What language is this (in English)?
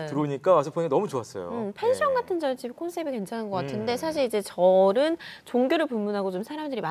Korean